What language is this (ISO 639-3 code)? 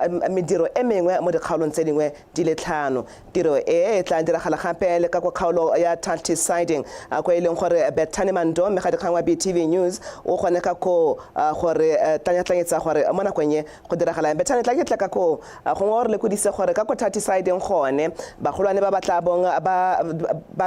tsn